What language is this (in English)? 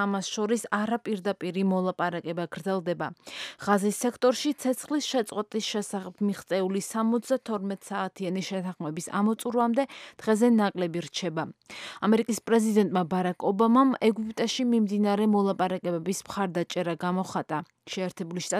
Georgian